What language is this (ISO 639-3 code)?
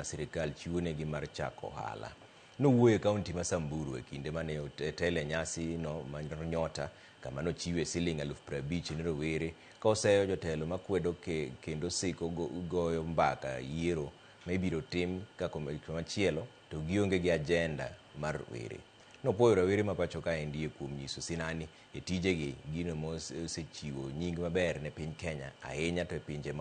luo